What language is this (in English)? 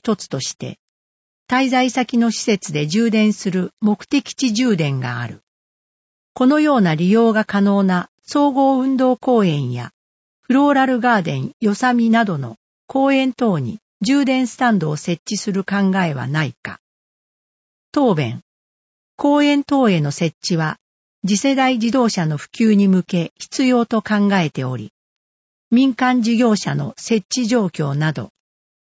Japanese